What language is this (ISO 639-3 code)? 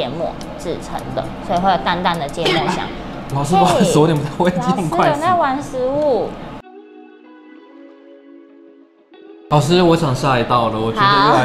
zho